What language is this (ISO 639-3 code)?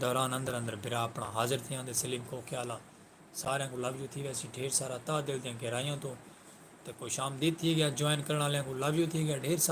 skr